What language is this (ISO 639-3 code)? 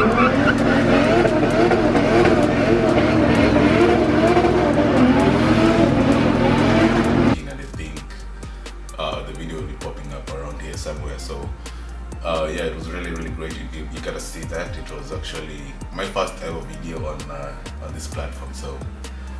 eng